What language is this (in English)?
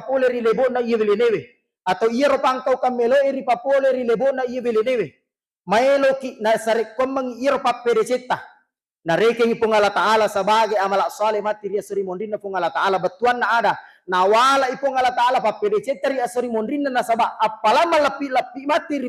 Buginese